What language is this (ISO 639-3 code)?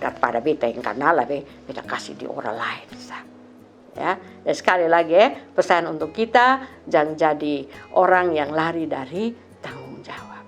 mkn